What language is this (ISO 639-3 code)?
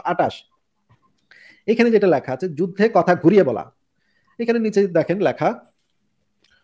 ben